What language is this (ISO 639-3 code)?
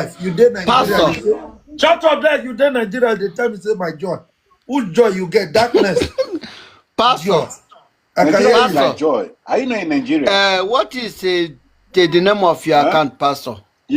pcm